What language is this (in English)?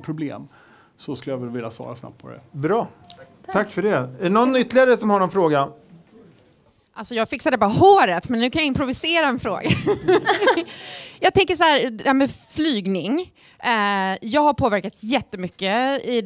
Swedish